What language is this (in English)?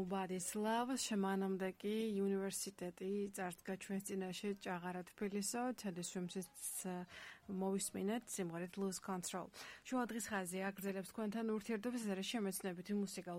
Georgian